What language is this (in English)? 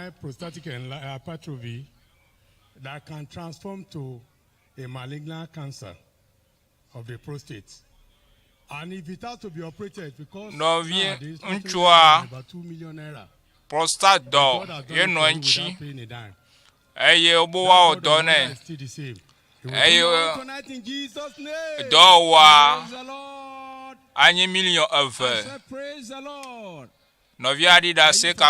Ewe